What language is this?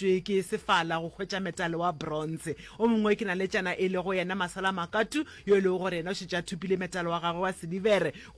Northern Sotho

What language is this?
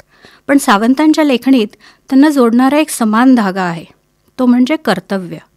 Marathi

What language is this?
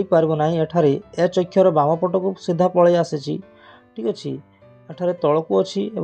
Odia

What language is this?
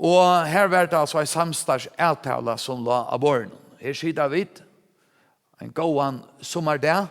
Faroese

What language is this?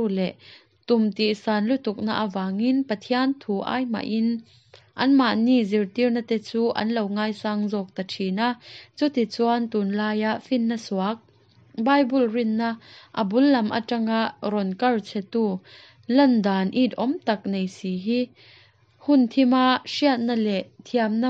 Mizo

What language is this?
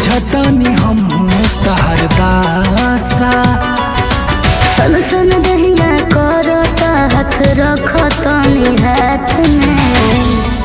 Bhojpuri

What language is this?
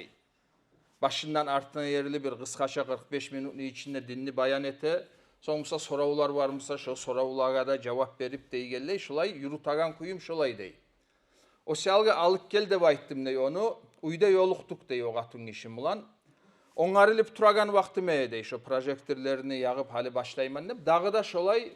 Kumyk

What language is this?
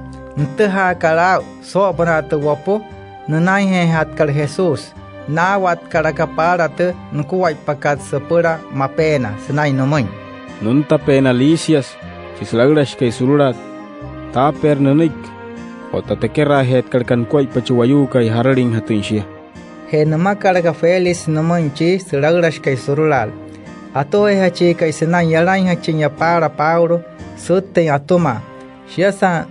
Wayuu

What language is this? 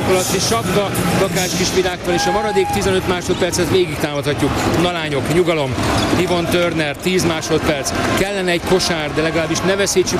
Hungarian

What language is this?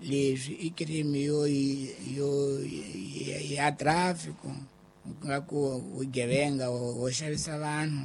Tsonga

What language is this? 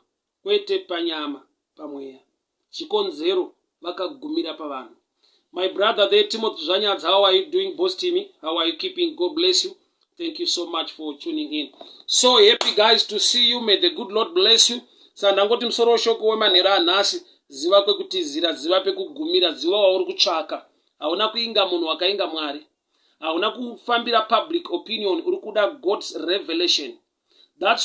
Shona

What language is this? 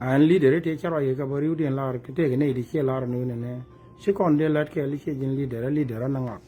Nuer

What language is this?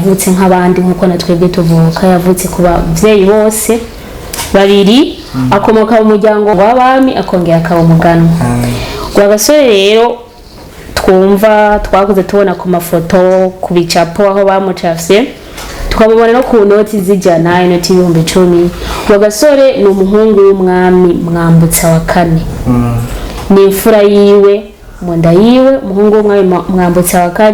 Rundi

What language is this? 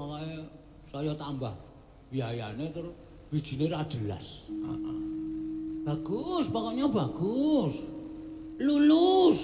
Javanese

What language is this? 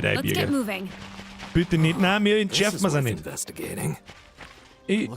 Bavarian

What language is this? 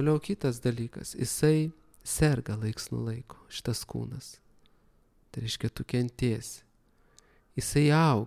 Lithuanian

